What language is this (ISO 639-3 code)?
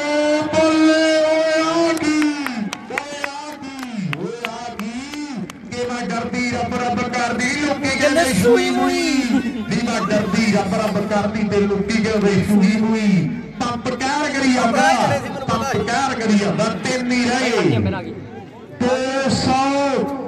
pan